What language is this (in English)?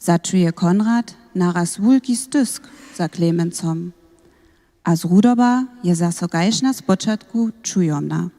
Upper Sorbian